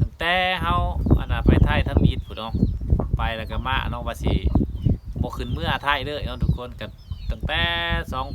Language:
Lao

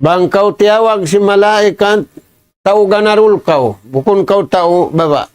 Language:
Tausug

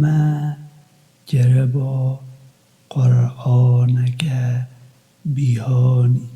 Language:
Kurdish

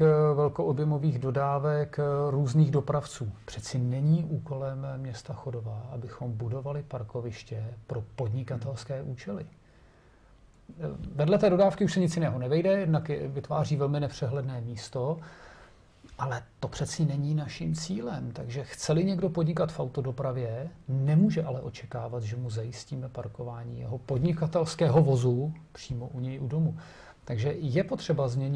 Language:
Czech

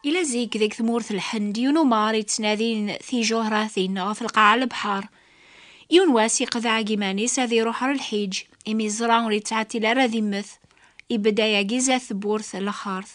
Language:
Kabyle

